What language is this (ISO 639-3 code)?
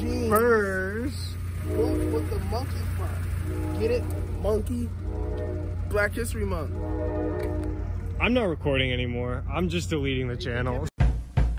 eng